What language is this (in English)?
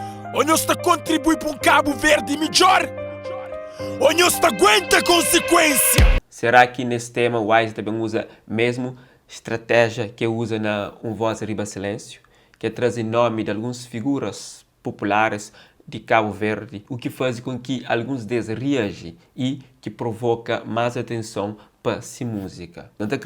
Kabuverdianu